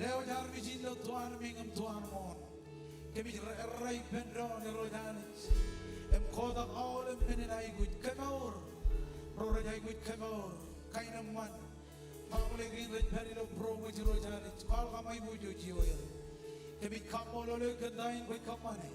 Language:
Marshallese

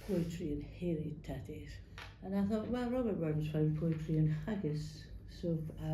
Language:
Scots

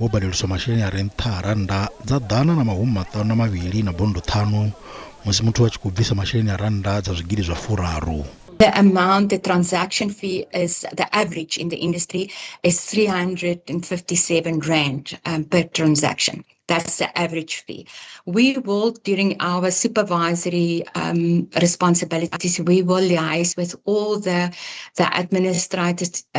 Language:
Venda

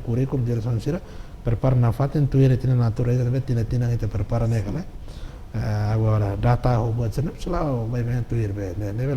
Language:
Tetum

